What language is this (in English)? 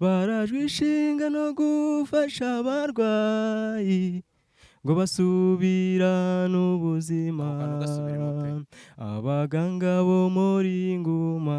Kinyarwanda